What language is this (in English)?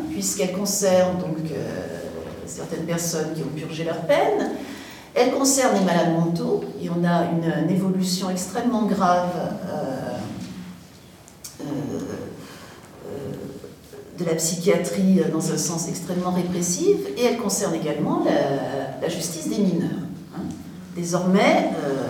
French